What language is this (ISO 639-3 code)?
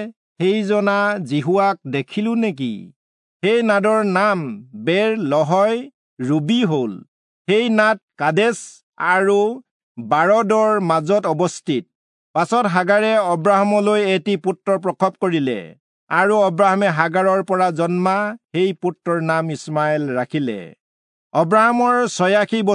asm